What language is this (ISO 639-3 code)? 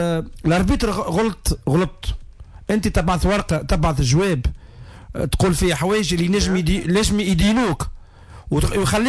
aeb